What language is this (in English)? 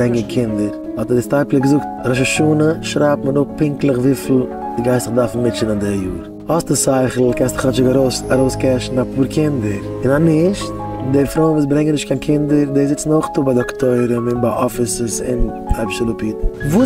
Yiddish